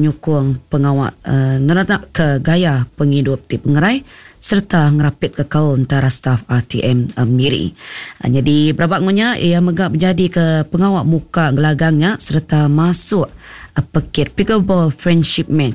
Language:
Iban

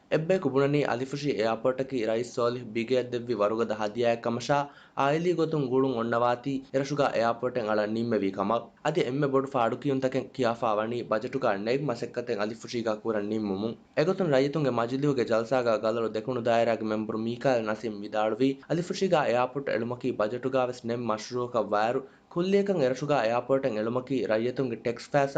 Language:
Divehi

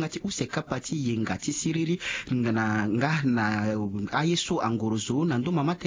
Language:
Sango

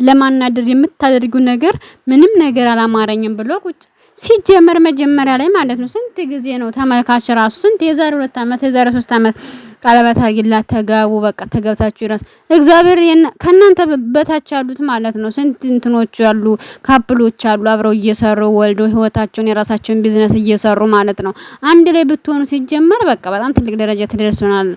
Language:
Amharic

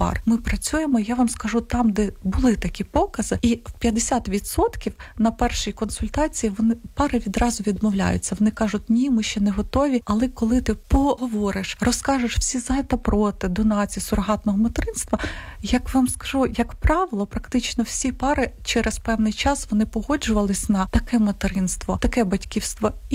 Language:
Ukrainian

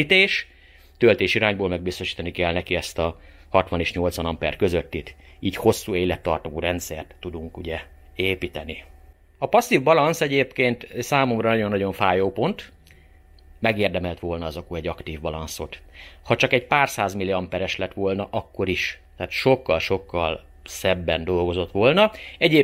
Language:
Hungarian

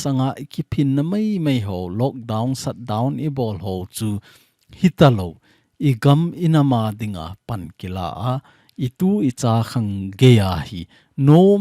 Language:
Thado Chin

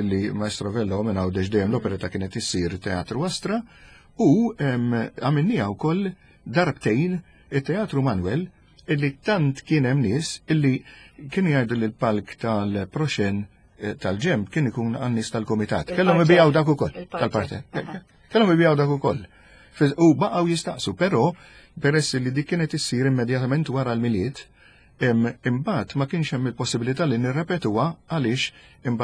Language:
Maltese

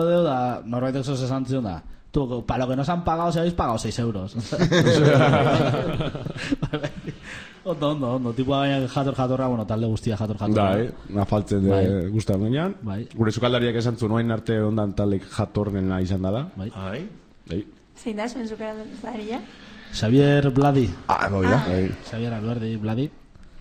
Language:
Basque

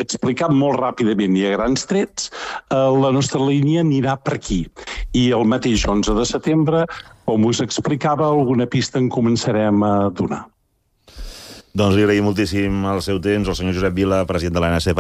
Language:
Catalan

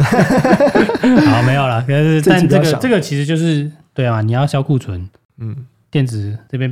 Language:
Chinese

